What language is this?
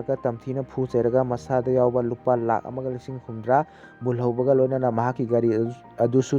Manipuri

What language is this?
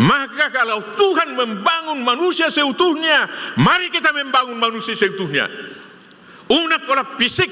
Batak Toba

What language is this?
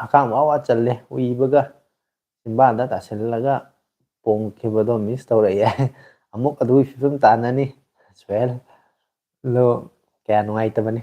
Manipuri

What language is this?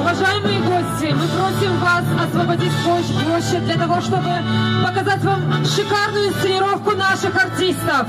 Gagauz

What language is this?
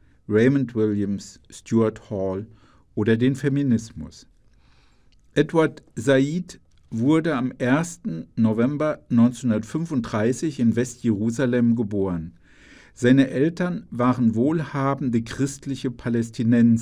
German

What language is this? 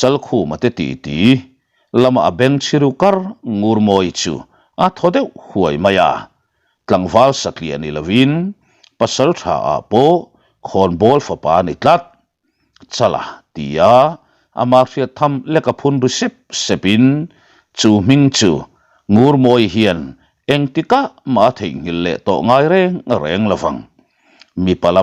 Mizo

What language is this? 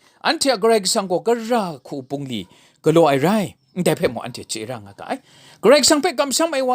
Kachin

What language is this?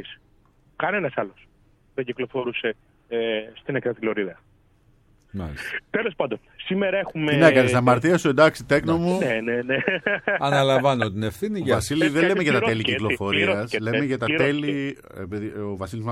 Greek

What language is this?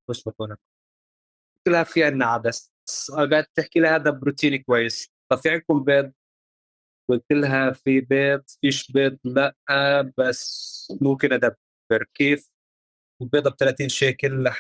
North Levantine Arabic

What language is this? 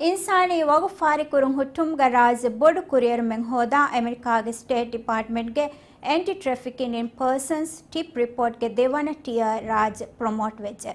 Divehi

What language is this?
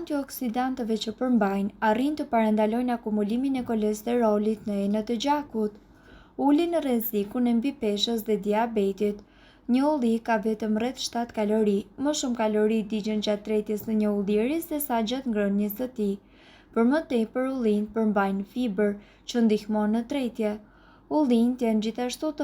Albanian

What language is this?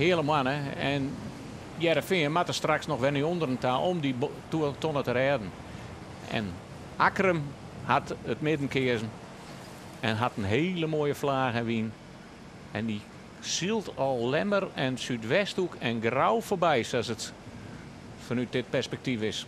Western Frisian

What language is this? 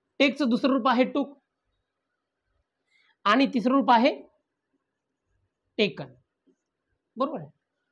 Marathi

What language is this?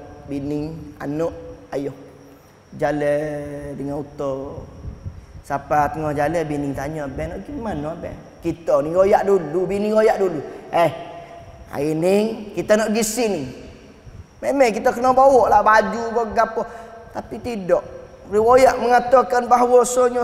Malay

